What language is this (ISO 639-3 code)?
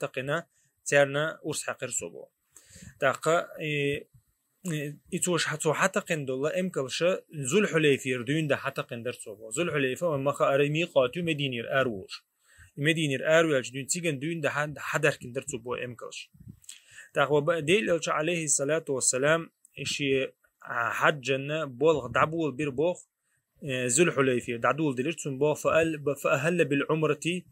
che